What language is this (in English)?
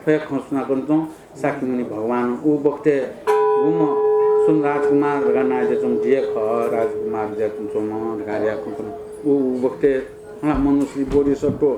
Newari